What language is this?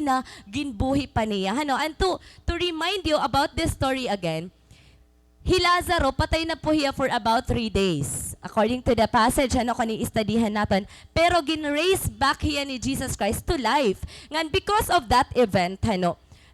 Waray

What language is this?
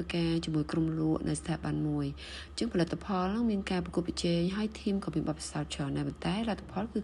Khmer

